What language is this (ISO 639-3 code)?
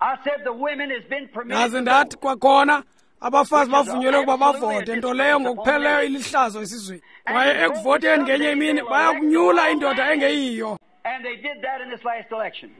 xho